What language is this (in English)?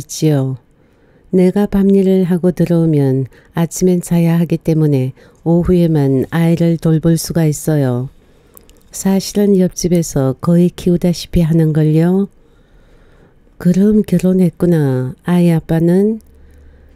Korean